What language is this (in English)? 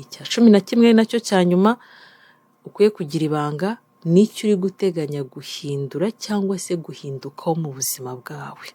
Kinyarwanda